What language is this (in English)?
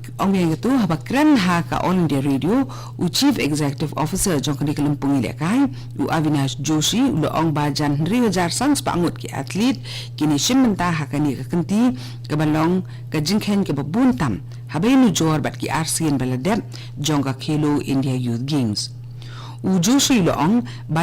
Khasi